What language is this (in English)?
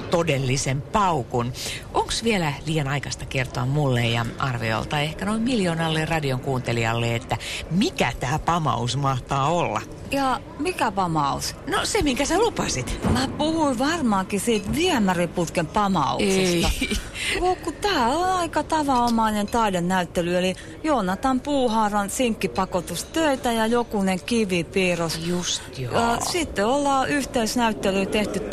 Finnish